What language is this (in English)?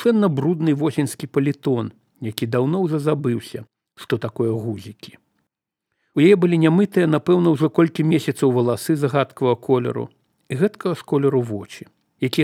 Belarusian